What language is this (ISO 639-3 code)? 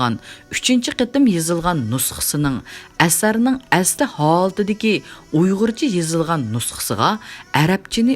uig